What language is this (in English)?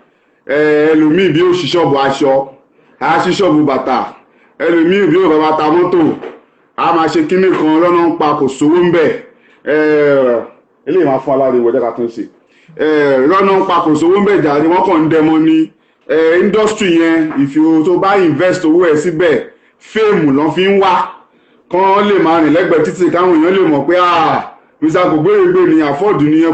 Yoruba